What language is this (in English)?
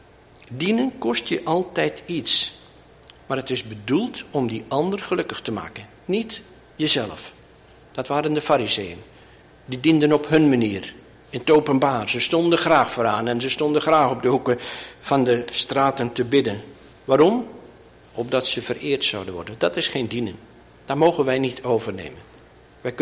Dutch